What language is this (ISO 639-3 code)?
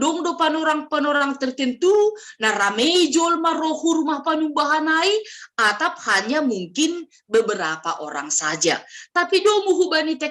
bts